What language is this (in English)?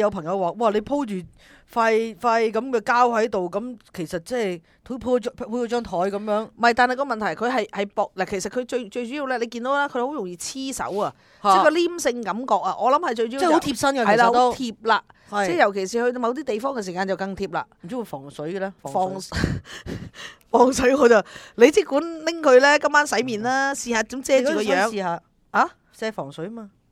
Cantonese